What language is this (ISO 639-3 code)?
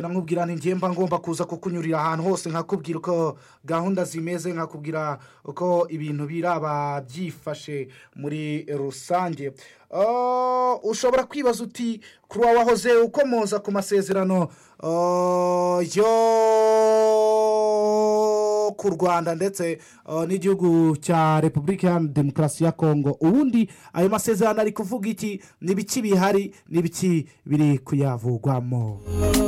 kin